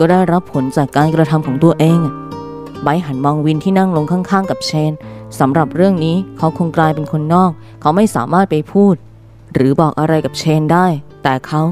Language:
Thai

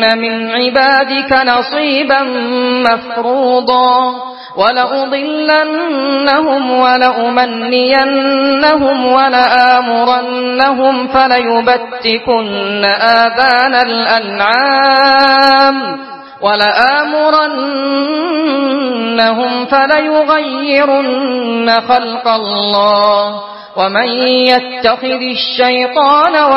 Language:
Arabic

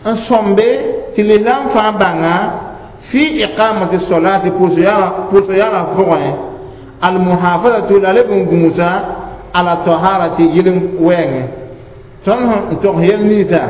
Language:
Mossi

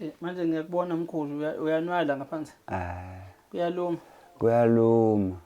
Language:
Zulu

